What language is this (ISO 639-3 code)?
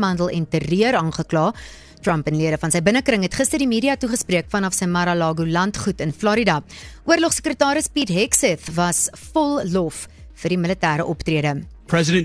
afr